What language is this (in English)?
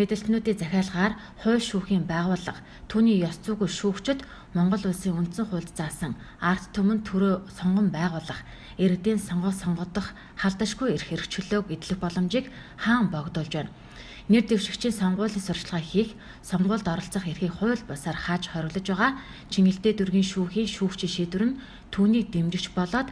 Mongolian